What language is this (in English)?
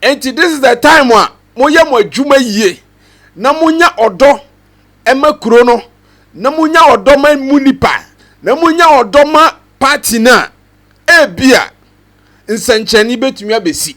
Akan